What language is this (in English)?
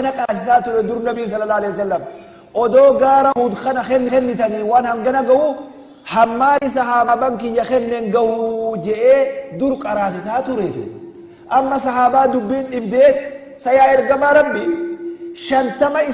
Oromo